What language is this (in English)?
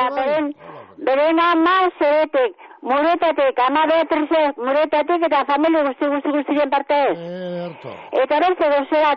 Basque